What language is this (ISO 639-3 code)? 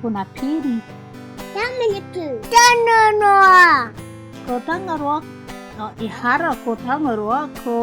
mri